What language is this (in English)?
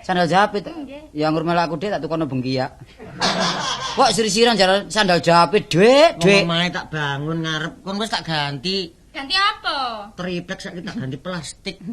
Javanese